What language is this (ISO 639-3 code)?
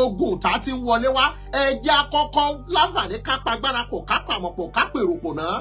yor